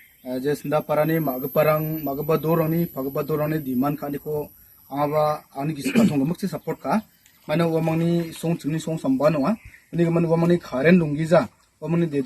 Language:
Garo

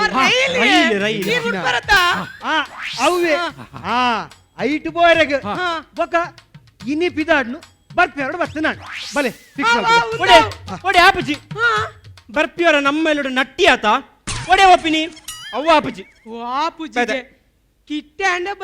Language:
Tulu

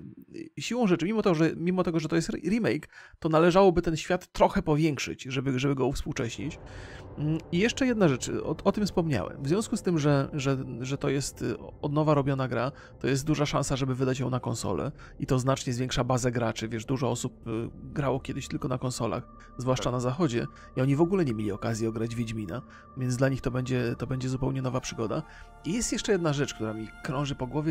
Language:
Polish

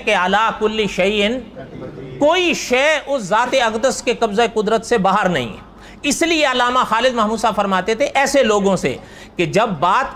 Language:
Urdu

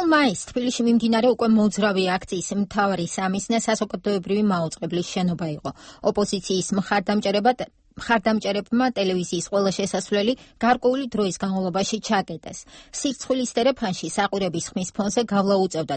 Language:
Georgian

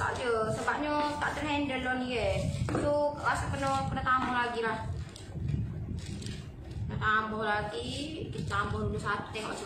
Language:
Malay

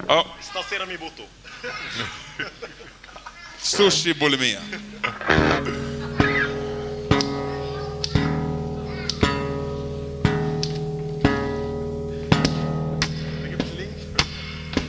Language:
Swedish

